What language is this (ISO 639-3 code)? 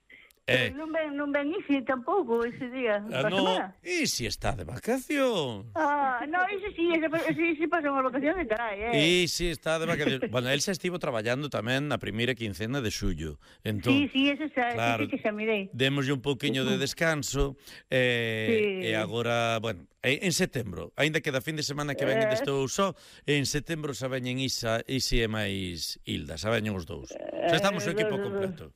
glg